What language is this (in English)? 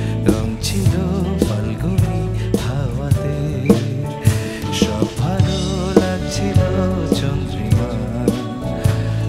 Bangla